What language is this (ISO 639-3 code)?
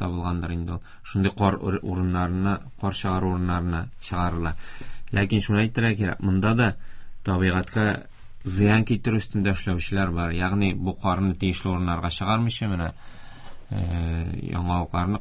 tat